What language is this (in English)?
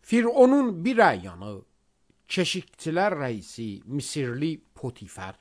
Azerbaijani